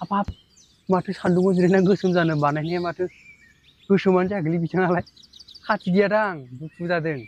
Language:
Bodo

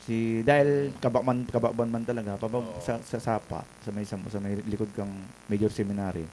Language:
Bikol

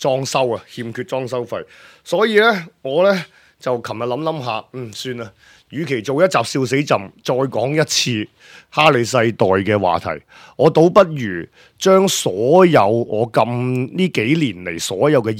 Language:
Cantonese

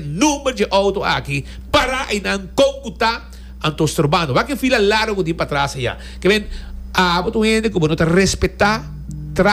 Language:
Papiamento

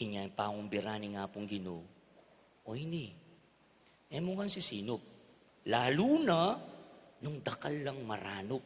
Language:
Pampanga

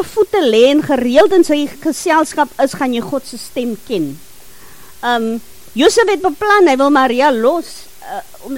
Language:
Afrikaans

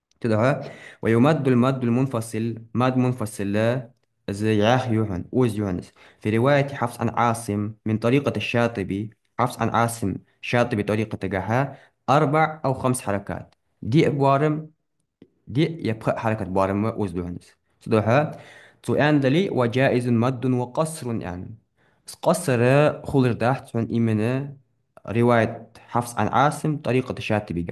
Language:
Ingush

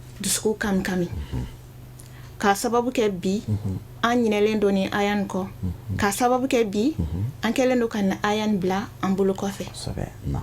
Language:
Bambara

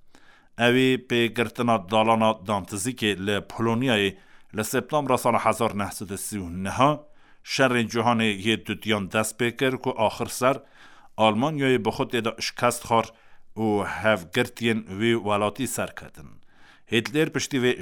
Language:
Kurdish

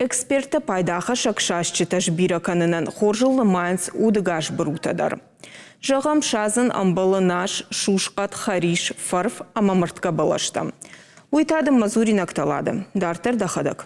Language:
Ossetic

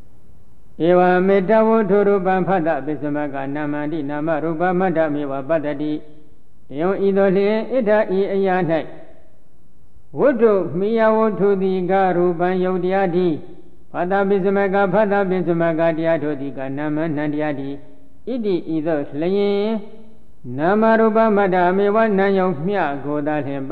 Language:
Burmese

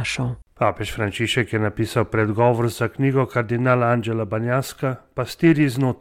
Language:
Slovenian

